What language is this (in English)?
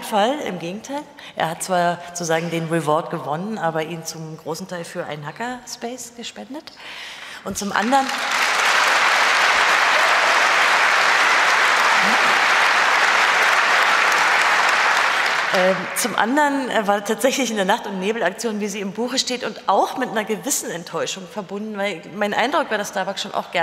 German